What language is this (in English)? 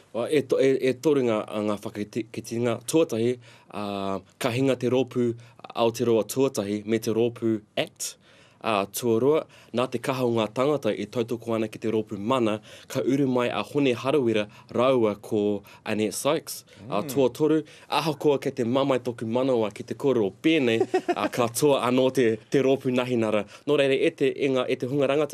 Māori